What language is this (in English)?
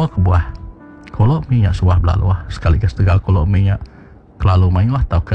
Iban